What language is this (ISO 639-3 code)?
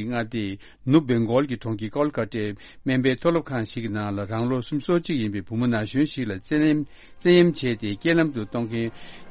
bod